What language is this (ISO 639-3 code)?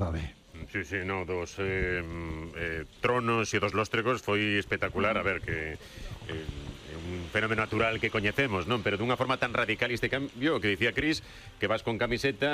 glg